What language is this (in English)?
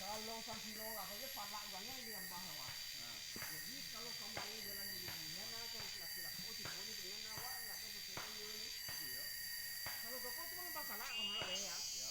Minangkabau